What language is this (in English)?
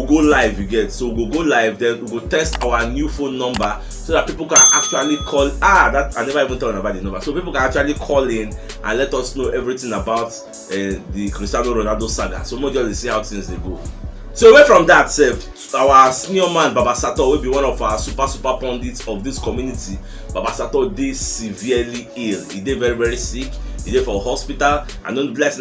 Nigerian Pidgin